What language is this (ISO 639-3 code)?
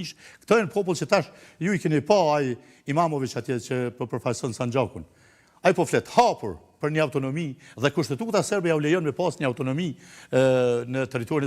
sqi